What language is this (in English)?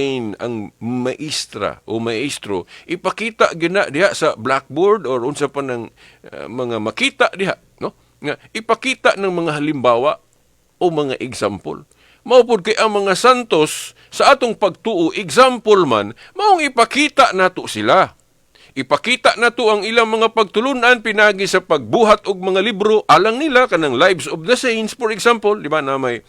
Cebuano